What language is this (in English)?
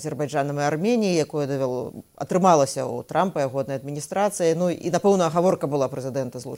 Belarusian